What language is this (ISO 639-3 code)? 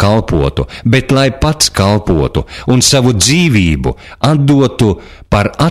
lav